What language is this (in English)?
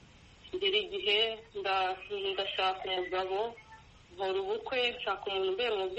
Kinyarwanda